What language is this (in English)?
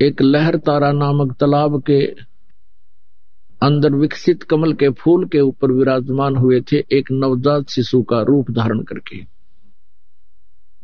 Hindi